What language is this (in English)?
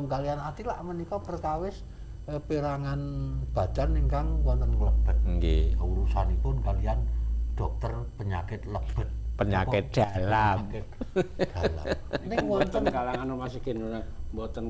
Javanese